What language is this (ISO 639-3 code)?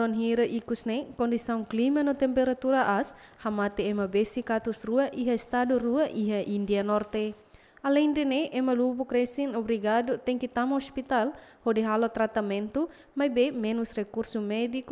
tet